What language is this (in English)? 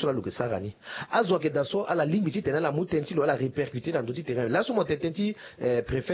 Sango